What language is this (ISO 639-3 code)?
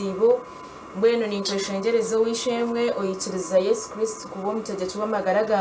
nyn